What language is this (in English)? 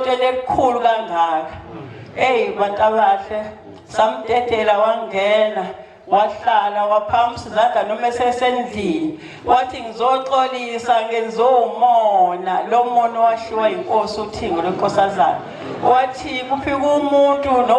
Zulu